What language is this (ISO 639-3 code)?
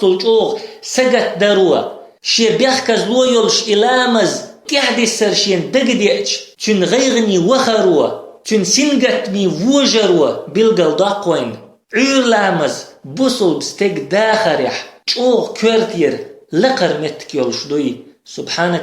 che